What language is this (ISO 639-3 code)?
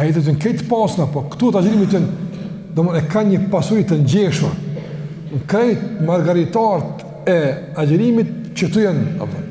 sqi